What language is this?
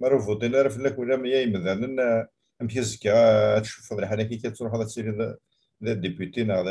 Kabyle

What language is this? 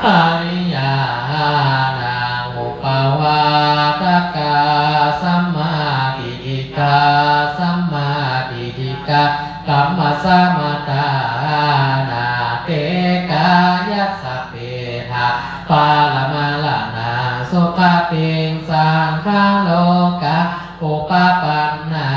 Pali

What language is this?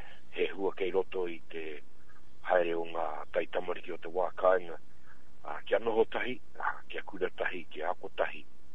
Māori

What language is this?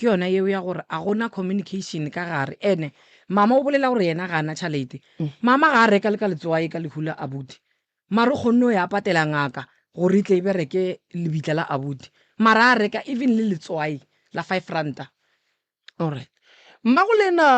Northern Sotho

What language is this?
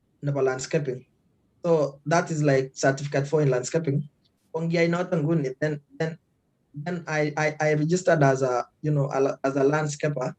Kalenjin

